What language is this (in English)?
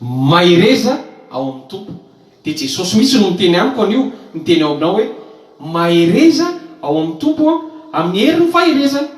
Malagasy